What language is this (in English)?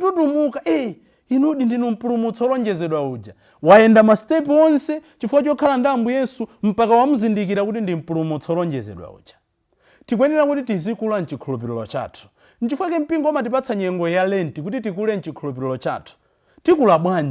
Nyanja